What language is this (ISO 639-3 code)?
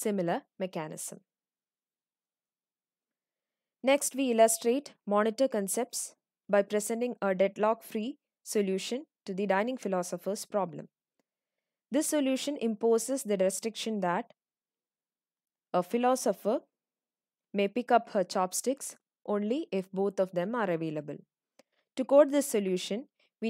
eng